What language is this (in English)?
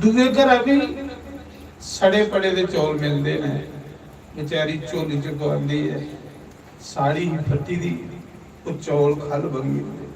Dogri